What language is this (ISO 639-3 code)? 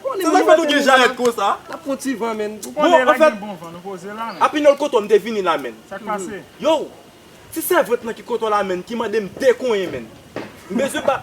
hat